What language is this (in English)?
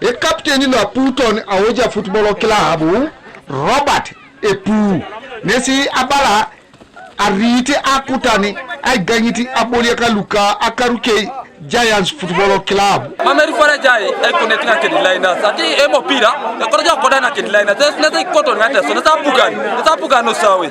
Teso